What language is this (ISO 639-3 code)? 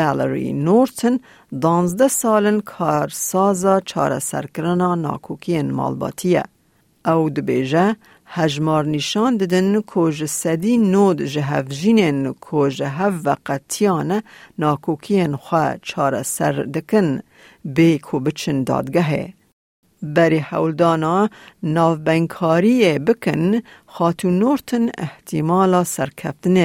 kur